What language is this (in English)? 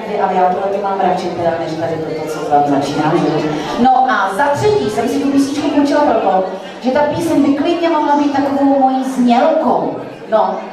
Czech